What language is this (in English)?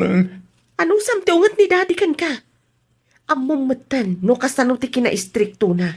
Iloko